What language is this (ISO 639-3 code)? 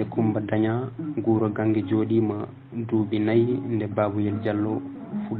ful